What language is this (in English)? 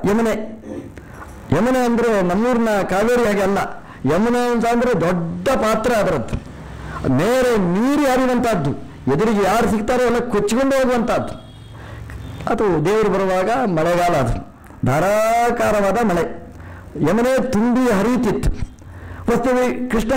Kannada